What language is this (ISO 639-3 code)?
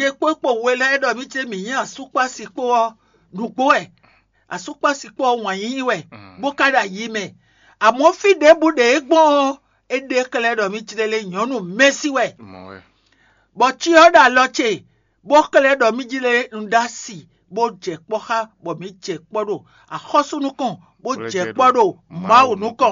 fon